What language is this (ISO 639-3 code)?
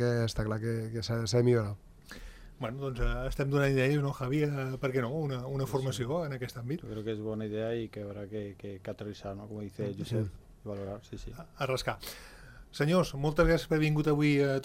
cat